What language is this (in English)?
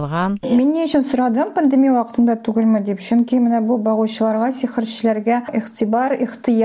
Tatar